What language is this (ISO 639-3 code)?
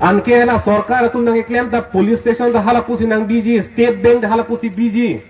mjw